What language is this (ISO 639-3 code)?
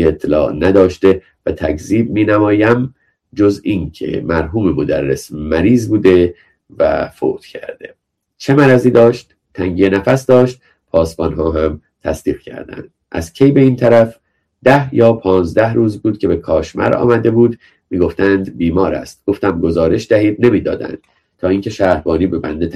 fas